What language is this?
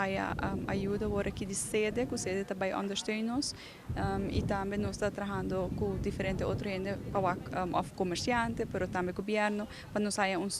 Papiamento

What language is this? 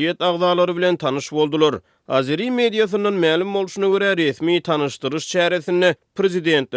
Turkmen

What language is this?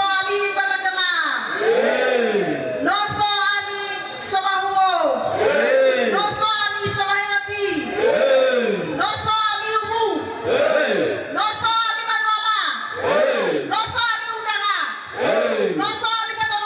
Nias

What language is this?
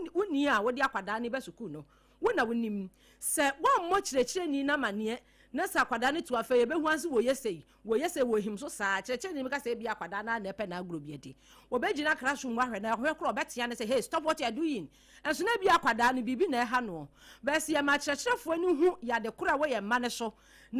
Akan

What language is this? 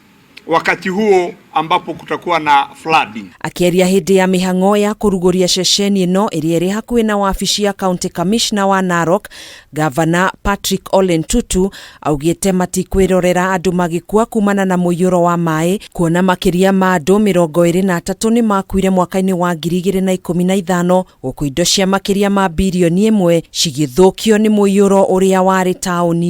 Kikuyu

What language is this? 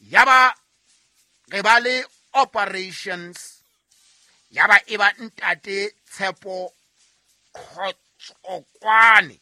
Southern Sotho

